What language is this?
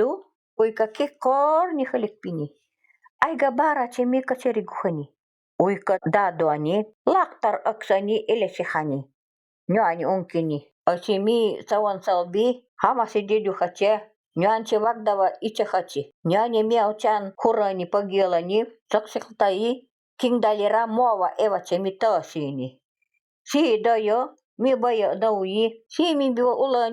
Nanai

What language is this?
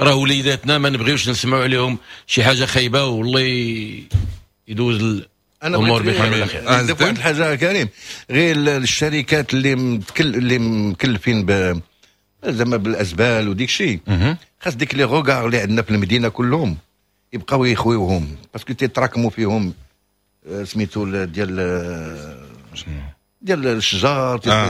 Moroccan Arabic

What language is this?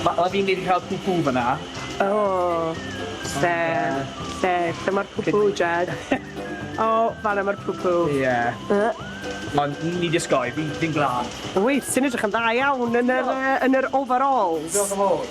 Welsh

